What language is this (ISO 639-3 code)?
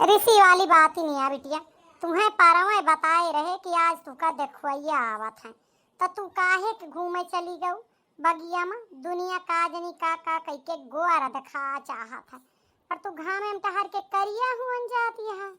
awa